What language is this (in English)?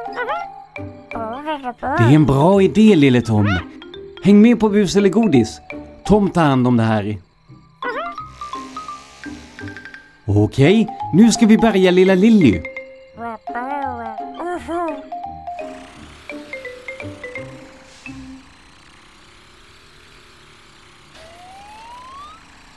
Swedish